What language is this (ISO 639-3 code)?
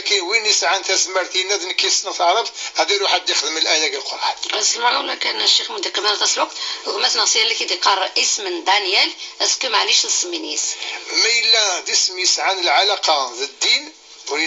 kab